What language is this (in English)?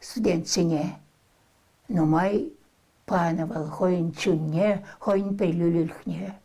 Chuvash